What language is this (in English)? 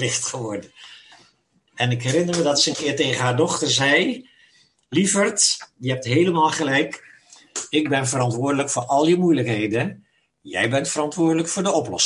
Dutch